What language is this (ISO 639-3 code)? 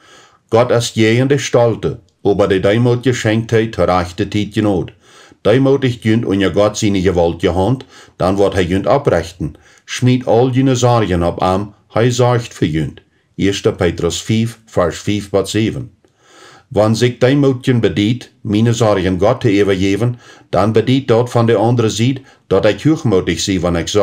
pdt